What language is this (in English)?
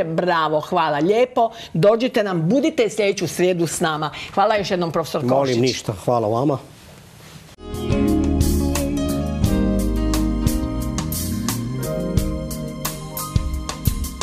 Croatian